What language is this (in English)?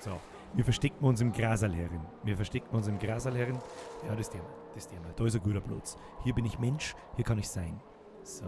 Bavarian